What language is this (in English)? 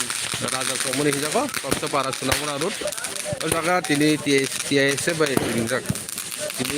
Kok Borok